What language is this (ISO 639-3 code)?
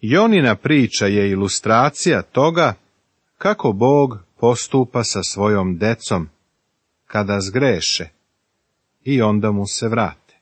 srp